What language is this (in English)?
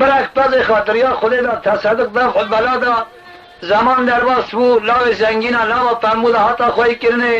Kurdish